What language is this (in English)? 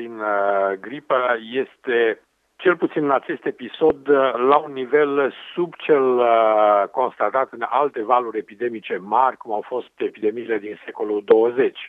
Romanian